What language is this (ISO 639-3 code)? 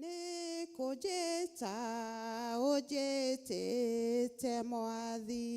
kik